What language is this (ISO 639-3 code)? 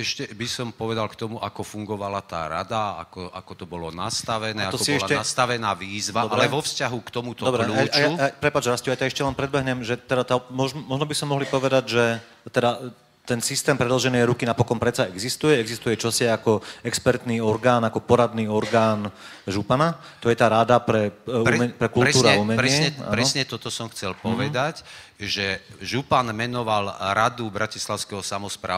slk